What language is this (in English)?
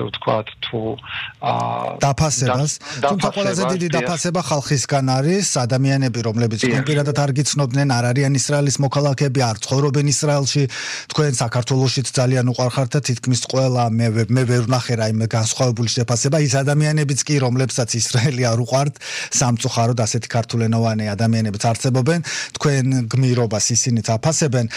Georgian